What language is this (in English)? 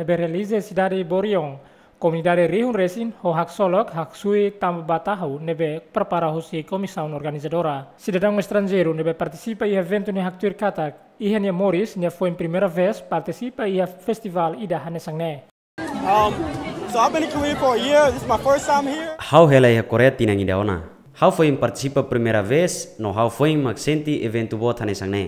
Tetum